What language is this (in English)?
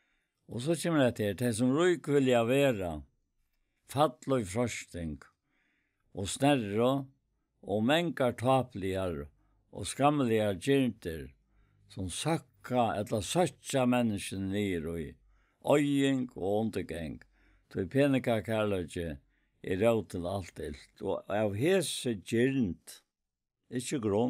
Faroese